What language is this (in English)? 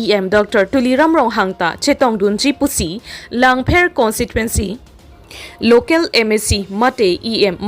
Karbi